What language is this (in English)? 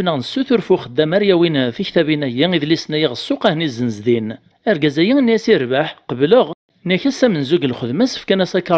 Kabyle